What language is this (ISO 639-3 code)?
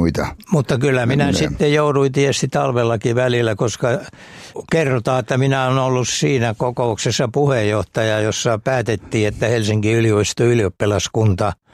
fin